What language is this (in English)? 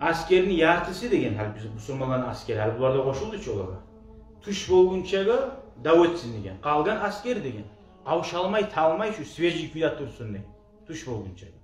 Kumyk